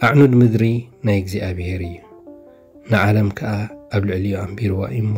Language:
Tigrinya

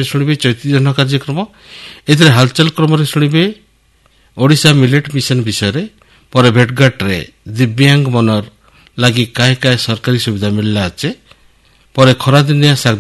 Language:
Odia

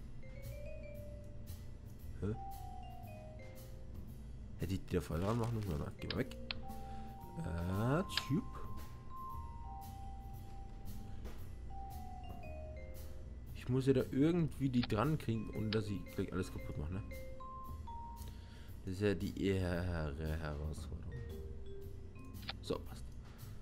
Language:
German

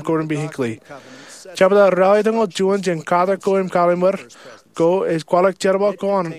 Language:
Marshallese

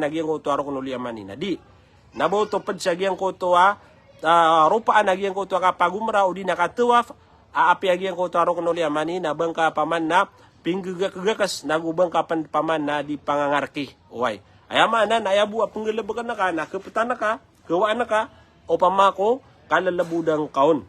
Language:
Maranao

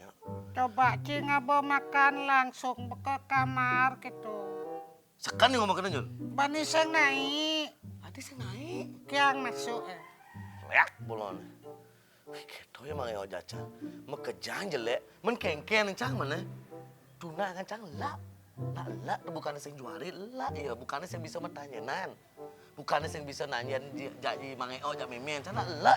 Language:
Balinese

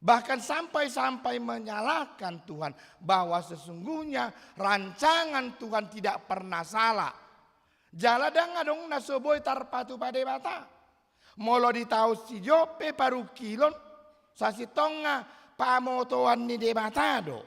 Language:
Batak Toba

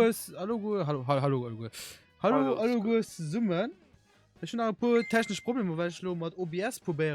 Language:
Luxembourgish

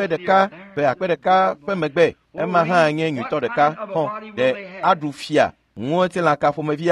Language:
Ewe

